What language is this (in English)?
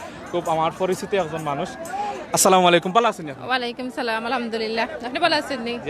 Sylheti